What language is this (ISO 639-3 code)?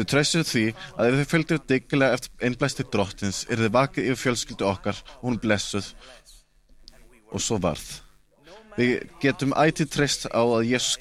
isl